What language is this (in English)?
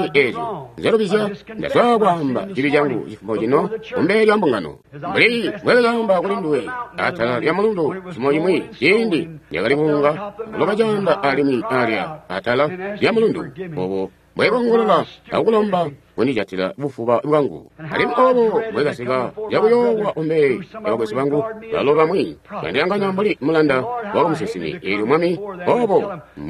Tonga (Zambia)